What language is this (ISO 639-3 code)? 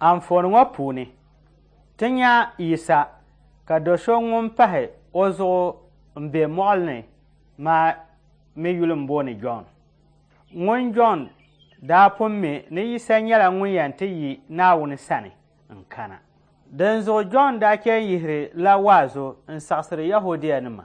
dag